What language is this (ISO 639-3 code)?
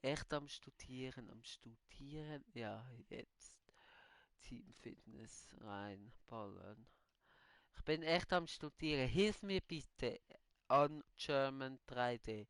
gsw